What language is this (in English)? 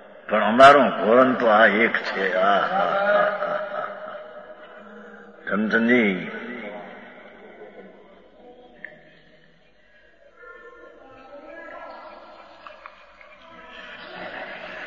Gujarati